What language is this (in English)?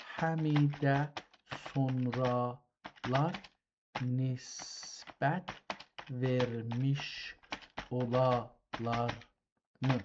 South Azerbaijani